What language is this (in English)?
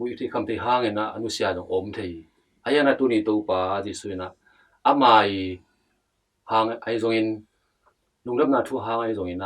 Tedim Chin